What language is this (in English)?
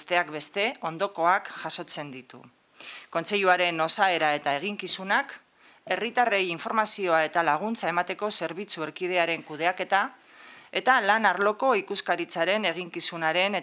Basque